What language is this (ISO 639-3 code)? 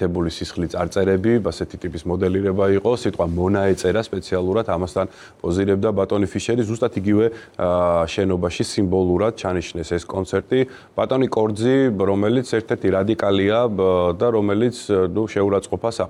kat